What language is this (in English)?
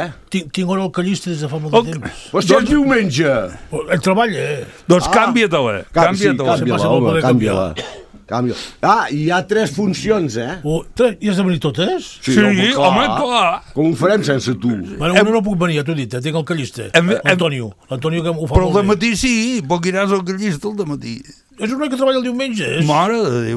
Catalan